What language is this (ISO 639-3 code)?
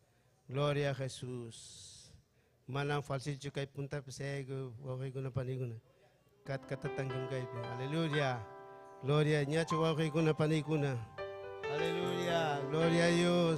quy